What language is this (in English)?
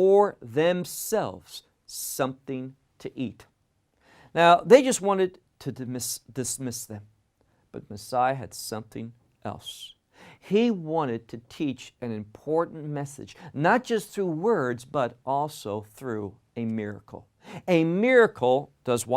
English